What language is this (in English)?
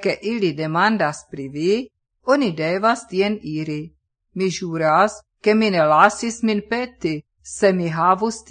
Esperanto